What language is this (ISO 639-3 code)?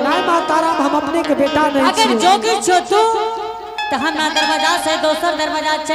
anp